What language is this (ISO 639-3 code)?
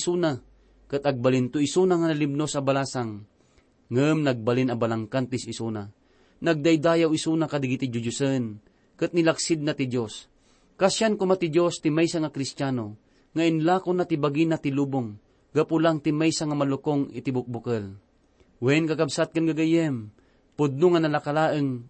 ilo